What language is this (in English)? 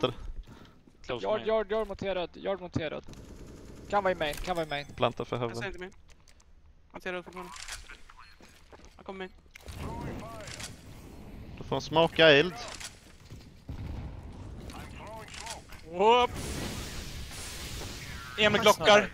Swedish